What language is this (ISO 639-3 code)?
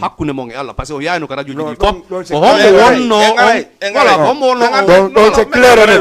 ful